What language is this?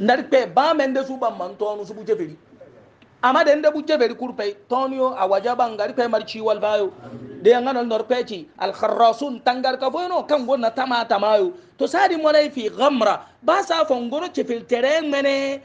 Hausa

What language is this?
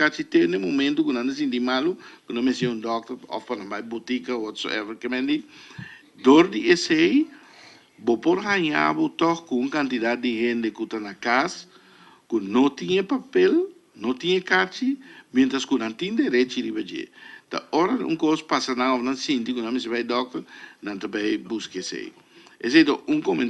Papiamento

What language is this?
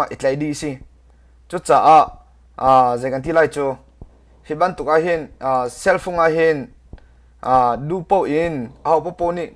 Hakha Chin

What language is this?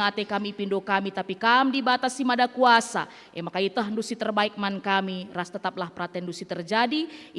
Batak Karo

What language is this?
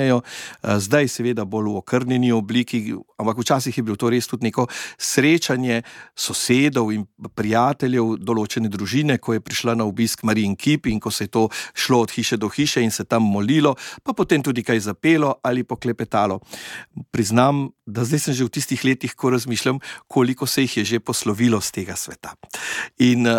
Slovenian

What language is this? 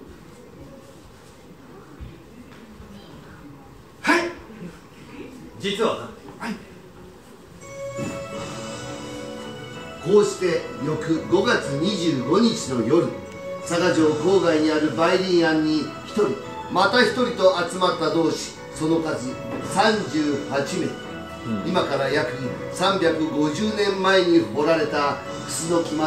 Japanese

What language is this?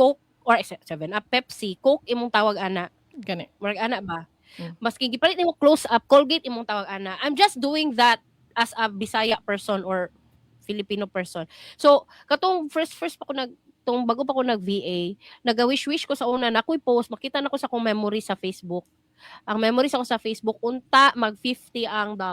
Cebuano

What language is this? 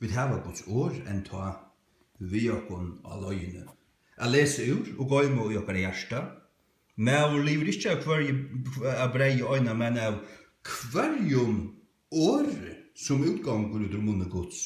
Faroese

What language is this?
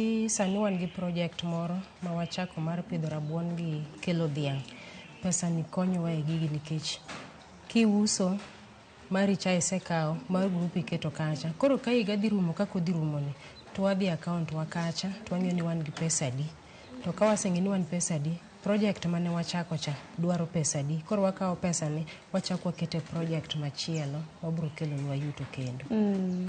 Luo (Kenya and Tanzania)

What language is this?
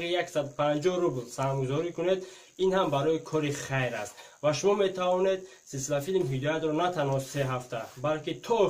Tajik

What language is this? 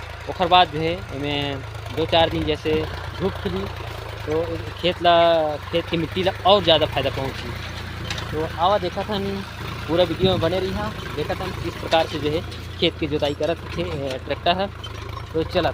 Chhattisgarhi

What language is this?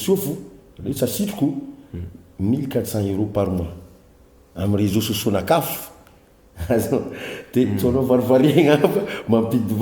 Malagasy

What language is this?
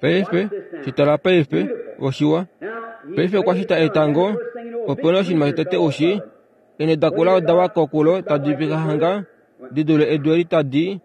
Kuanyama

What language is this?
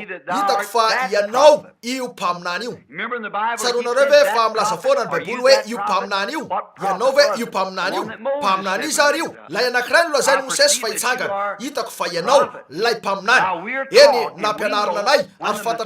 Malagasy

